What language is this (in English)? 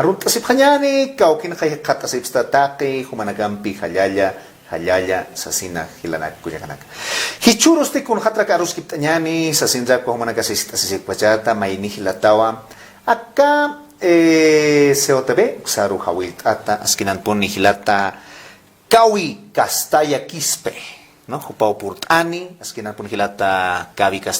Aymara